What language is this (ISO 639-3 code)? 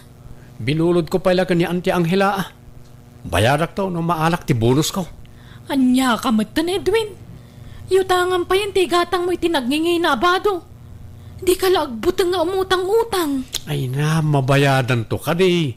ilo